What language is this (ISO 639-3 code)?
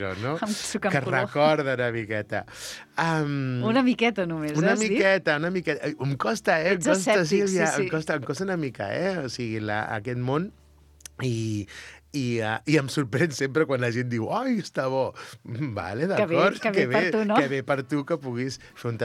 cat